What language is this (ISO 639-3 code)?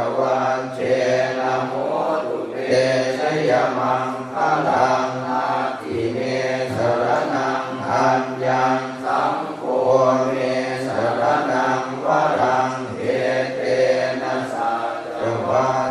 pli